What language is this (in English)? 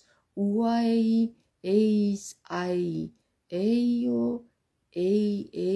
Georgian